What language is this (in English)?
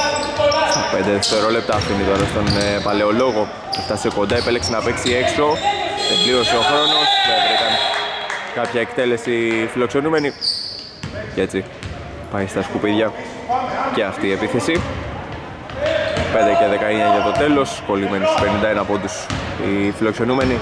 Greek